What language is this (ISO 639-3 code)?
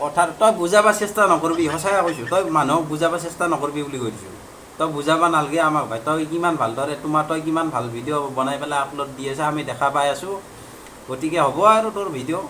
asm